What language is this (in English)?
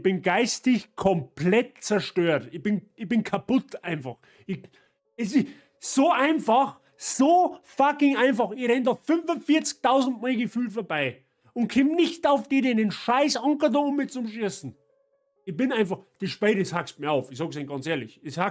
Bavarian